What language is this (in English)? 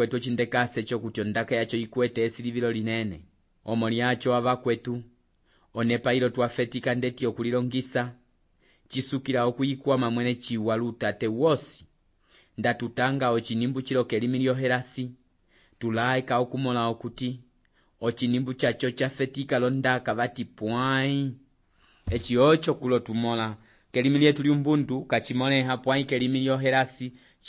Umbundu